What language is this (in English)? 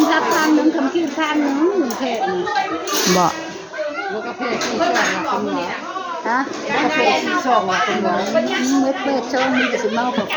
Northeastern Thai